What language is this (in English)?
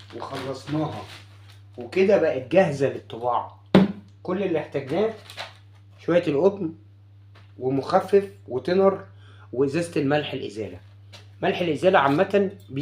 Egyptian Arabic